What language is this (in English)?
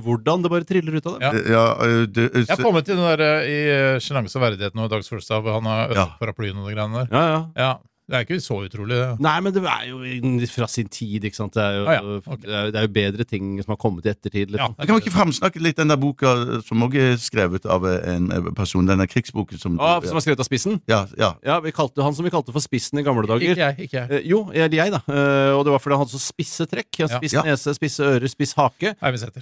Norwegian